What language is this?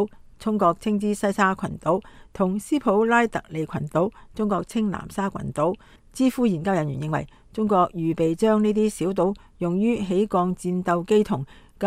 Cantonese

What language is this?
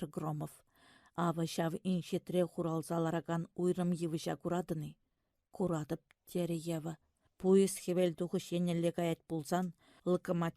Chuvash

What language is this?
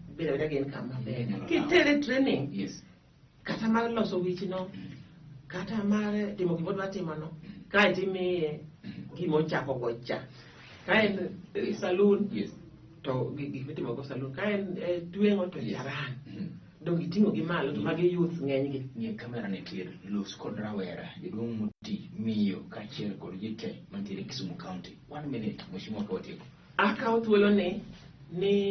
Luo (Kenya and Tanzania)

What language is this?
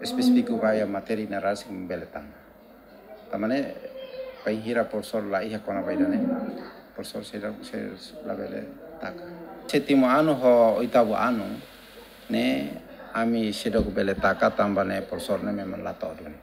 Tetum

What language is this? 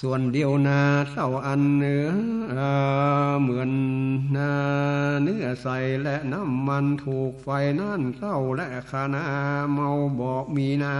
Northern Thai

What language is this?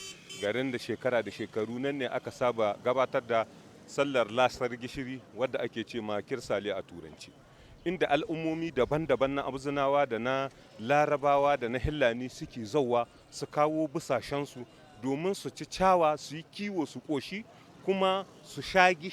Hausa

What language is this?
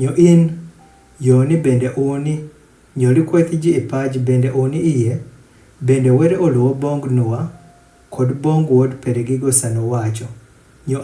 Adhola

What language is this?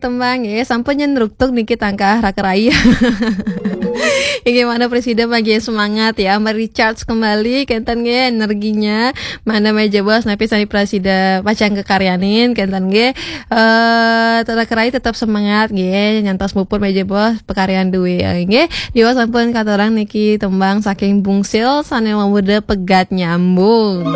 Balinese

